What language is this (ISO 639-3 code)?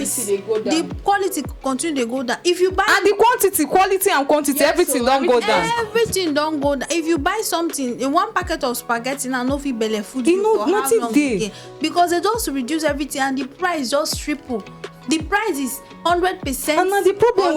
pcm